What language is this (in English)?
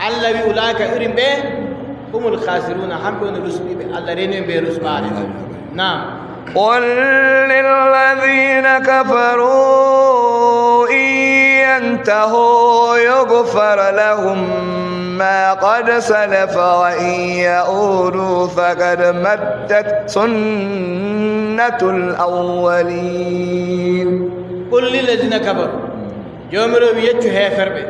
Adamawa Fulfulde